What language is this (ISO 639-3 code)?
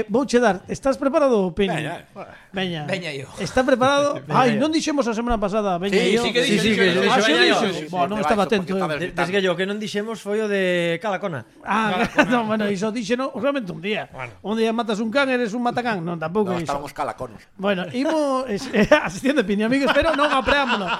glg